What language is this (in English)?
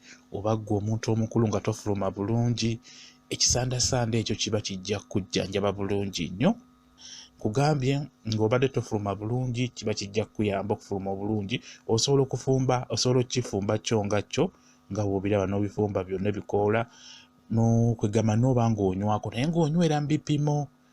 Ganda